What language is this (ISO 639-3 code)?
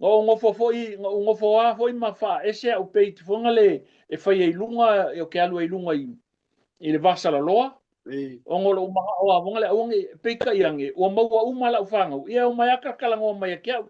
smo